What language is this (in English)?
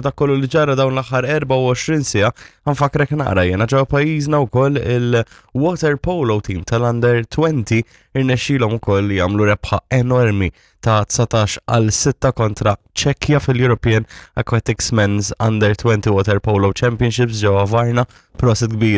Maltese